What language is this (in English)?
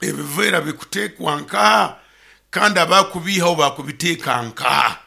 Nyoro